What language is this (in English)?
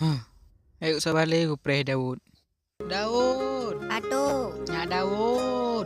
Achinese